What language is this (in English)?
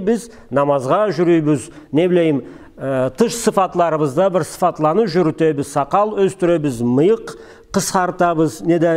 Karachay-Balkar